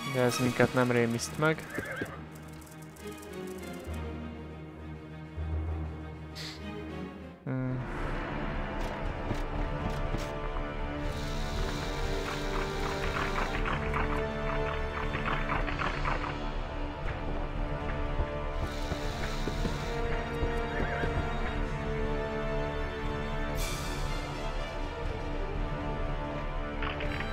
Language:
Hungarian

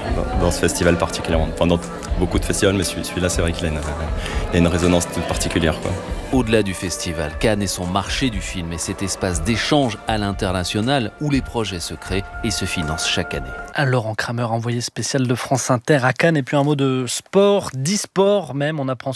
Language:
French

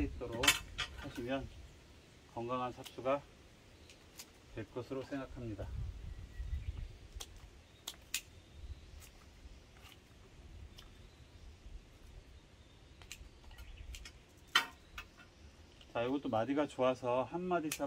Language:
Korean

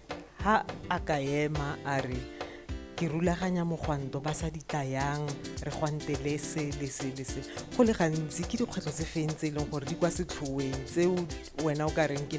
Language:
Tswana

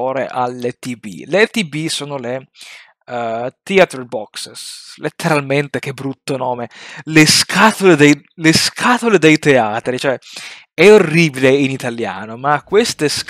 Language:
Italian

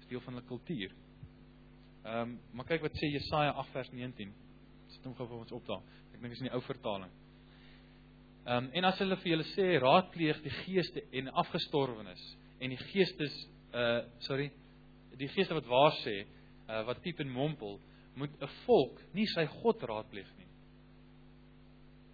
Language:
Afrikaans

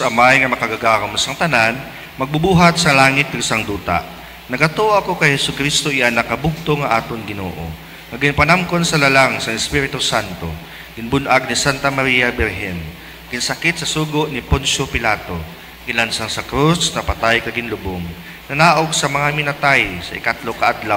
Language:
Hiligaynon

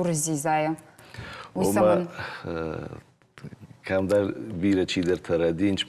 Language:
Ossetic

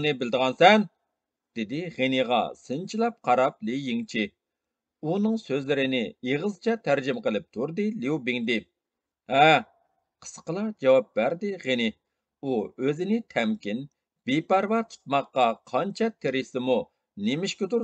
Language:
Uyghur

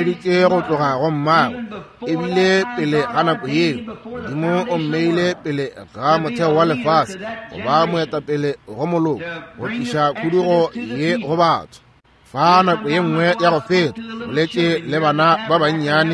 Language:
Northern Sotho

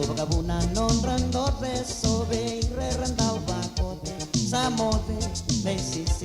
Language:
Fijian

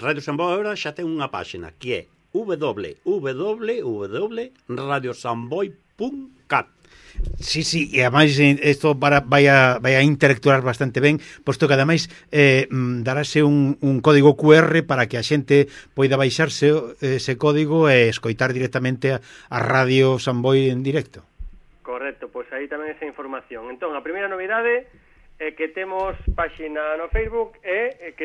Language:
Galician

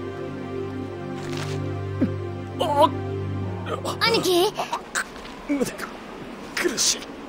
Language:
Japanese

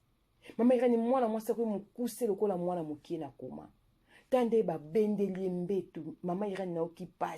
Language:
Lingala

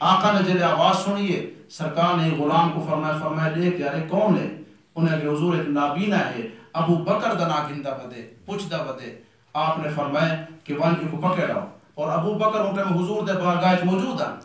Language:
Saraiki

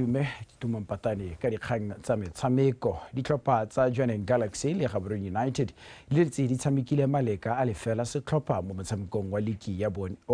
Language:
Tswana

